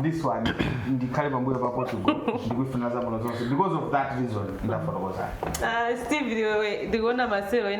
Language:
Nyanja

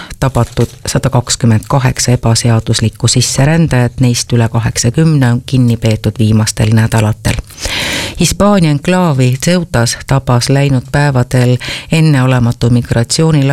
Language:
Estonian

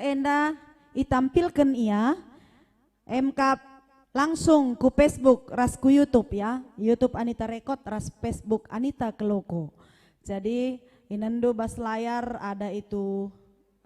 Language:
Batak Karo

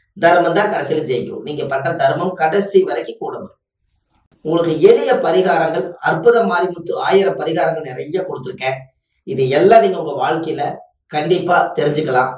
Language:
Tamil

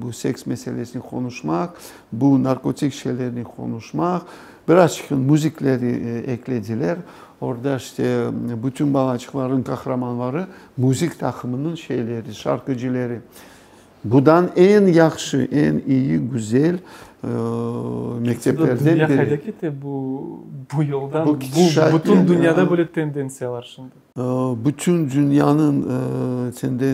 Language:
Crimean Tatar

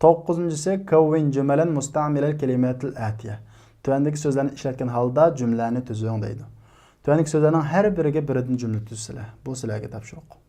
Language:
Uyghur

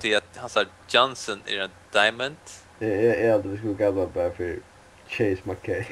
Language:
Faroese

